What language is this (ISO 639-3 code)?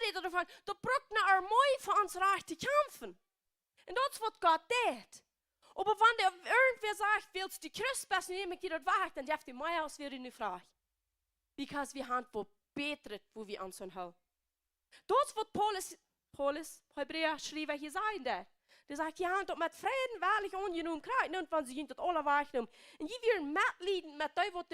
pdt